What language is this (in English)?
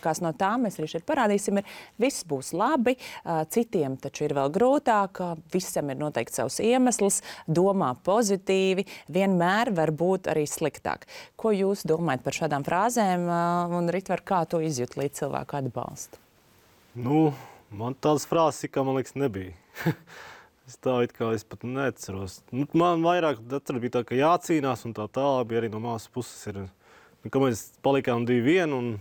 Latvian